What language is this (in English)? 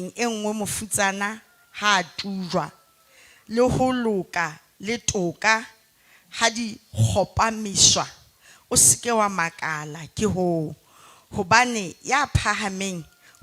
Southern Sotho